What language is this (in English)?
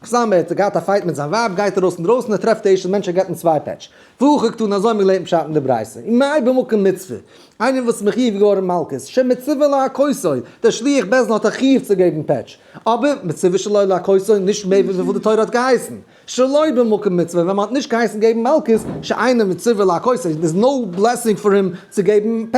Yiddish